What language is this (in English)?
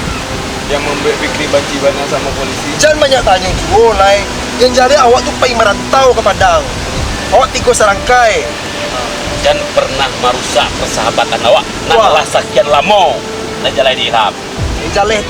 Minangkabau